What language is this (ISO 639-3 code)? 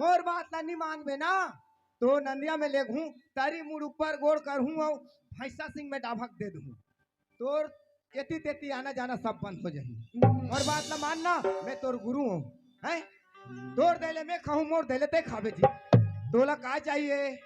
hne